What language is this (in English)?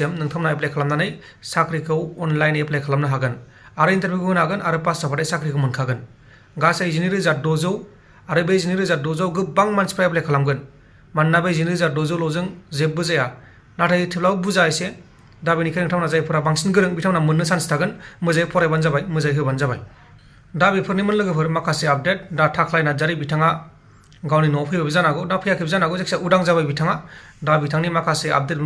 Bodo